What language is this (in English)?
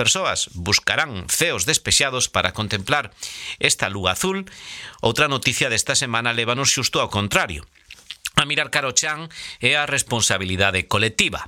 Galician